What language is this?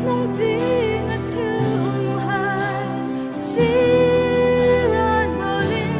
Hmar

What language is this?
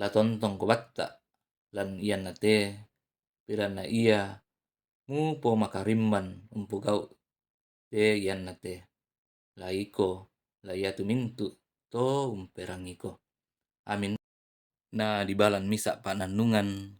Toraja-Sa'dan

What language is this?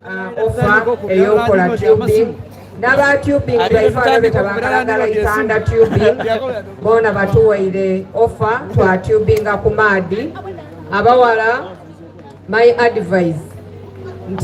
Soga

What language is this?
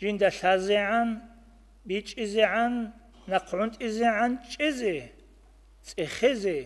Avaric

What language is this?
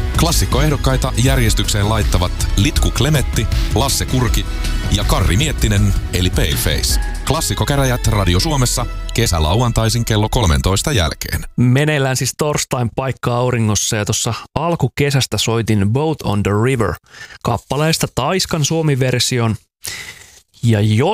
Finnish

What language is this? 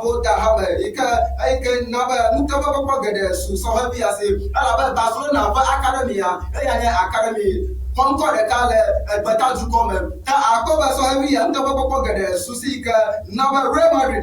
Ewe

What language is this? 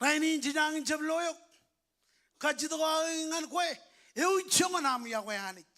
Marshallese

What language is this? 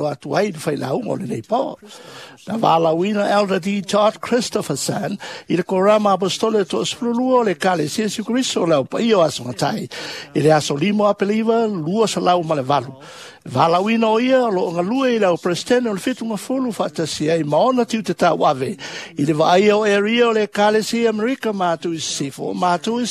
Samoan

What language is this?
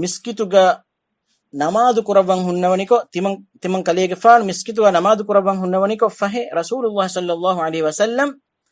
Divehi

